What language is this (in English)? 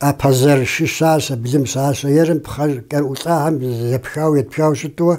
Kabardian